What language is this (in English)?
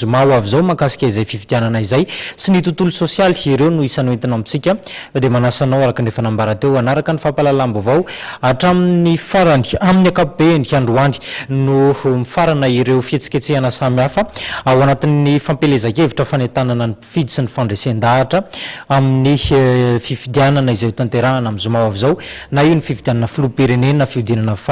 Malagasy